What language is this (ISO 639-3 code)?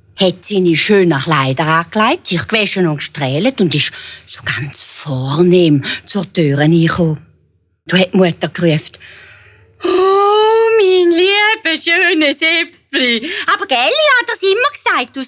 gsw